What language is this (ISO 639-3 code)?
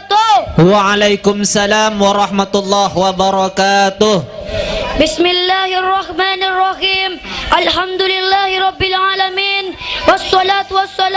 mad